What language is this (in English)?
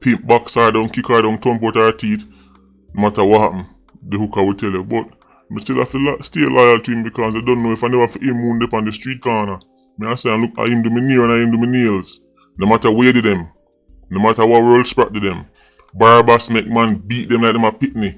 Jamaican Creole English